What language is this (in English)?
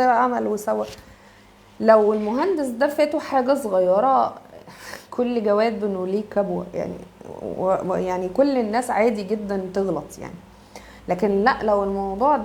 Egyptian Arabic